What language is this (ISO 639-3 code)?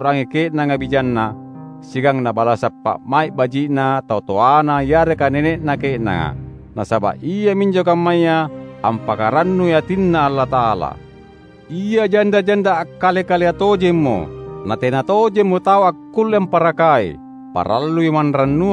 mak